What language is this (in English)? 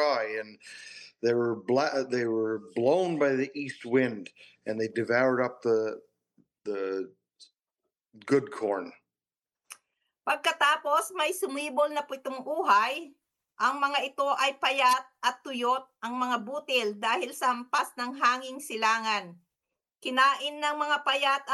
Filipino